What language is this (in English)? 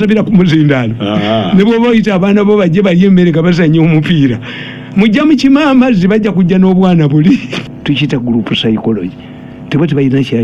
Ganda